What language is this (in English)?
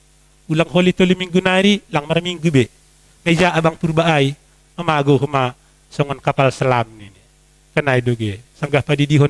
Batak Simalungun